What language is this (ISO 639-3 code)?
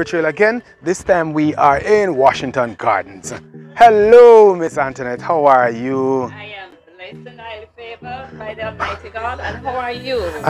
jam